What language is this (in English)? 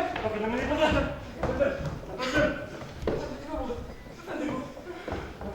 Bashkir